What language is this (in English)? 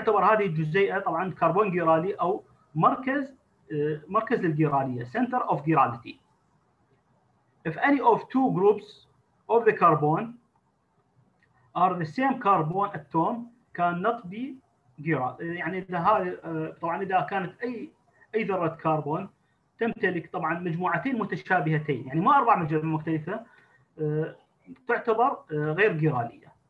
Arabic